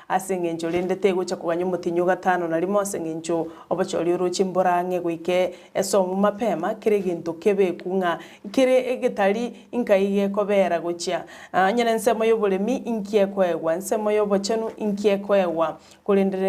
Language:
Gusii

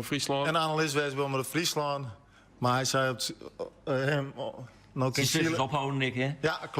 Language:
Western Frisian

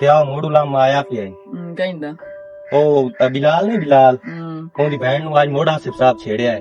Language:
Western Panjabi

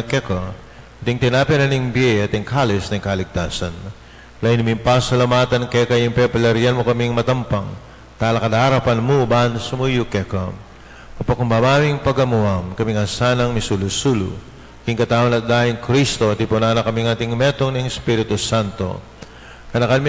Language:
Pampanga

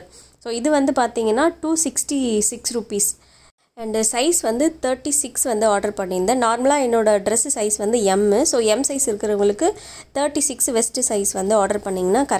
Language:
Tamil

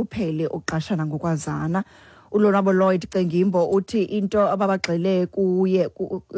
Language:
Xhosa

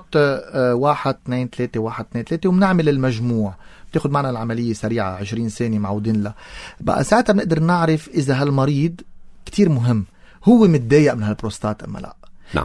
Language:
North Levantine Arabic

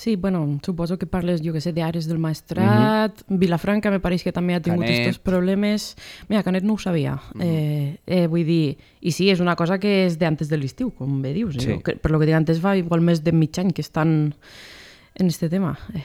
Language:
Catalan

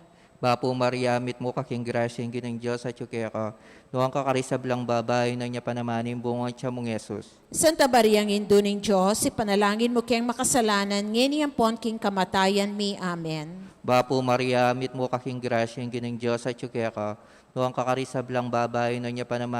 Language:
Pampanga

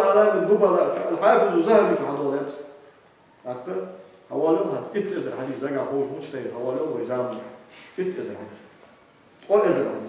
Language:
Ingush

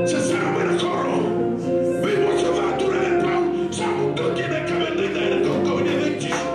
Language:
Fijian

